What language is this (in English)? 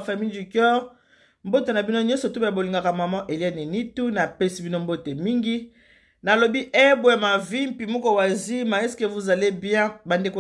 Lingala